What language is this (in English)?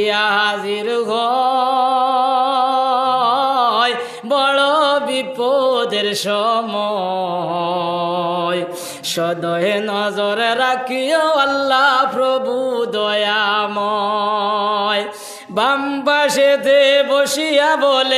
Sylheti